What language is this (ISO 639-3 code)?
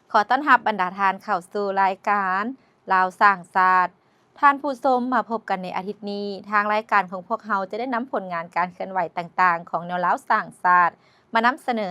lao